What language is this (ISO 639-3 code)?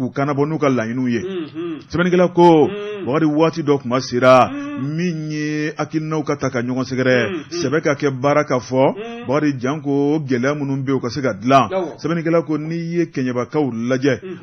bam